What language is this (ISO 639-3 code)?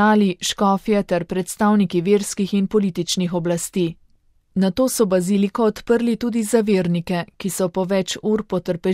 slv